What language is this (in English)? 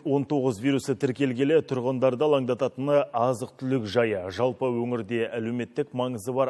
Kazakh